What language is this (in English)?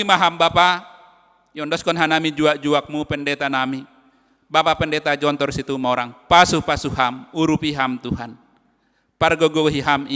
Batak Simalungun